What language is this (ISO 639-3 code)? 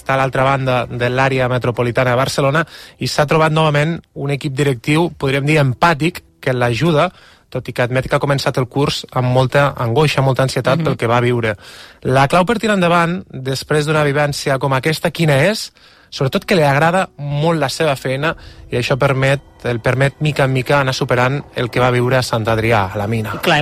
cat